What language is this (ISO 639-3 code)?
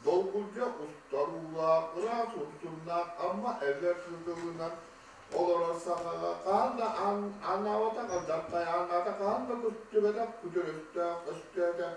sah